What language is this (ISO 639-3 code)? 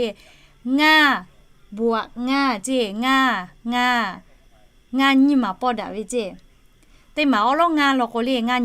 lhu